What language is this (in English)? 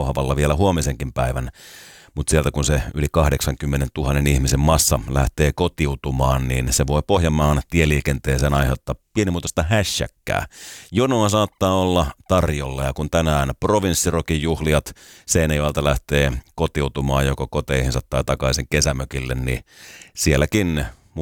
Finnish